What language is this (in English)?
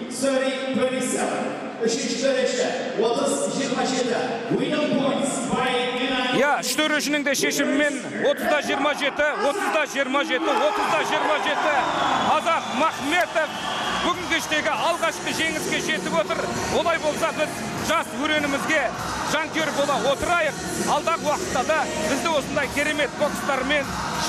Kazakh